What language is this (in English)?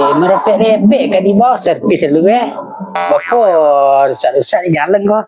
Minangkabau